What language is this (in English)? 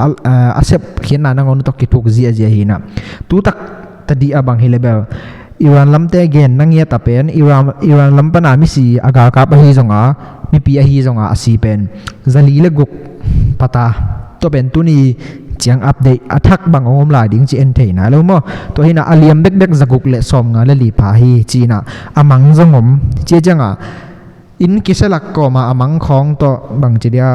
Tedim Chin